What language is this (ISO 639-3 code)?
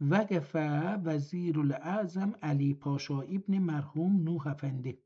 azb